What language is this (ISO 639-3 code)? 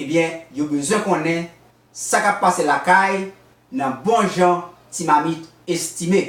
hat